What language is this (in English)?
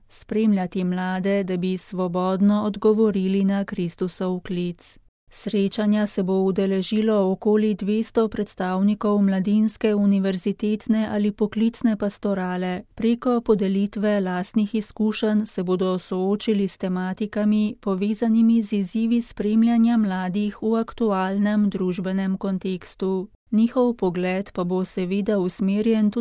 Slovenian